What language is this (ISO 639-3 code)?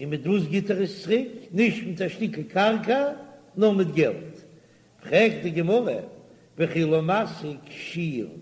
yid